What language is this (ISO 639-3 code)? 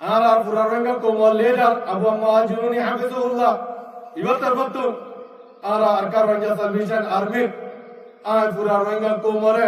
rhg